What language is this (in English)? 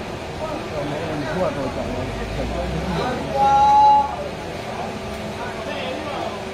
Burmese